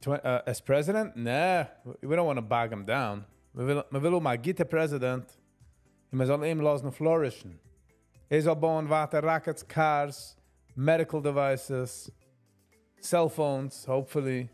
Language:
Yiddish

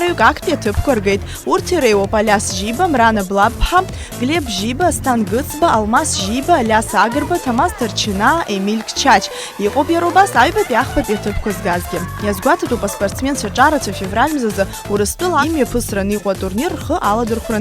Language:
Abkhazian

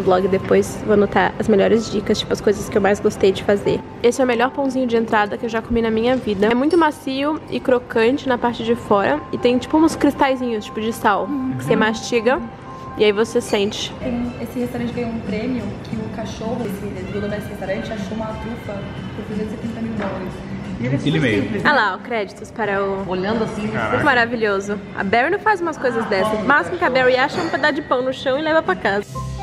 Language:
Portuguese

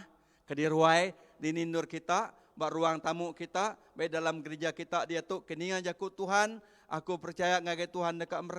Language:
Iban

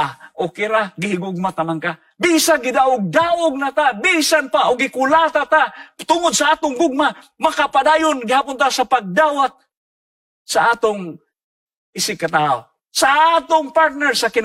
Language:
Cebuano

